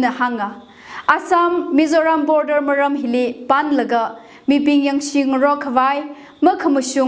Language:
Tangkhul Naga (India)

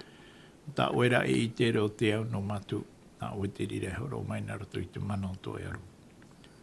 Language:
Tahitian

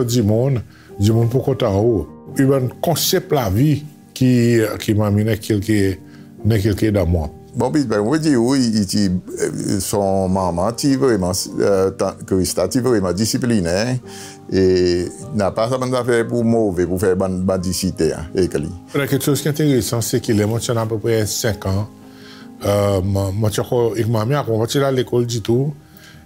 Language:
Seselwa Creole French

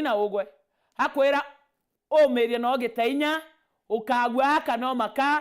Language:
Meru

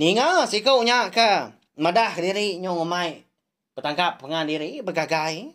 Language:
Iban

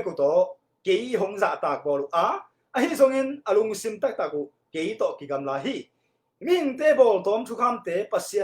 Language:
Tedim Chin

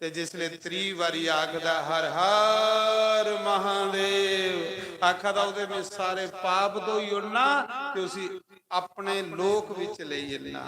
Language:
Dogri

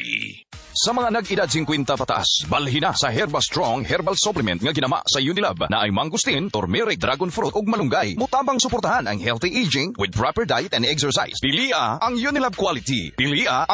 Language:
Cebuano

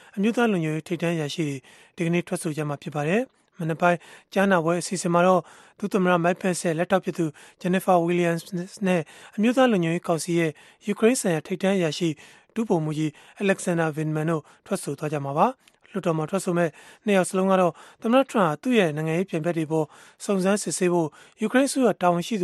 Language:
Burmese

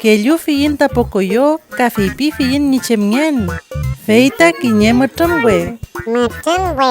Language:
Mapuche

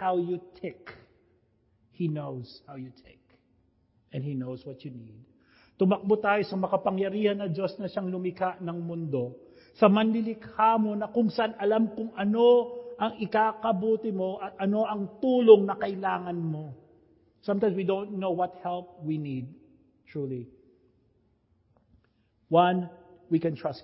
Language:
Filipino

